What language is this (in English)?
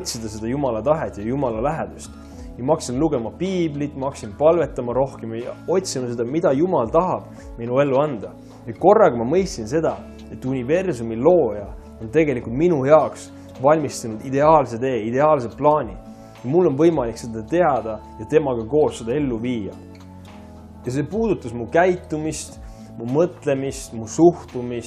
Estonian